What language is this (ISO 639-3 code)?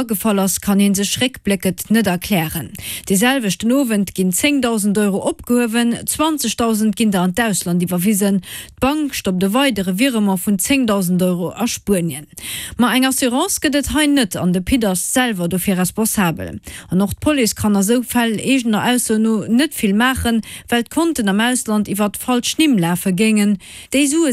ltz